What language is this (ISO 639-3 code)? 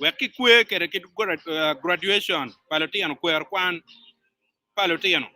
ach